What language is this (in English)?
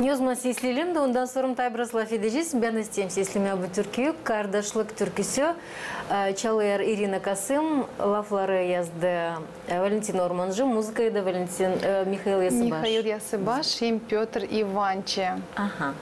Gagauz